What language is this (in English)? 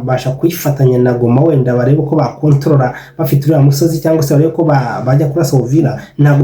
Kinyarwanda